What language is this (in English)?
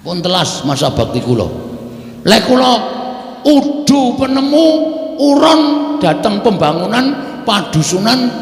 Javanese